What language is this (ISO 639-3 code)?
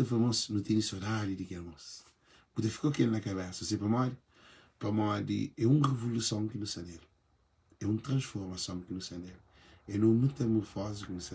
kea